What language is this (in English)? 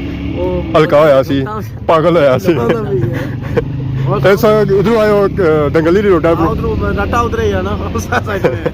Pahari-Potwari